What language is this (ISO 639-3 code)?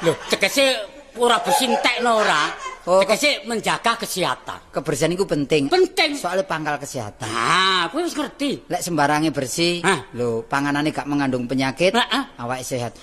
jav